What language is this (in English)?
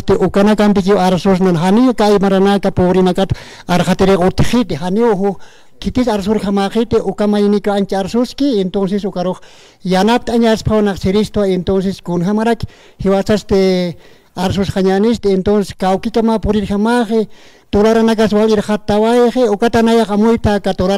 Aymara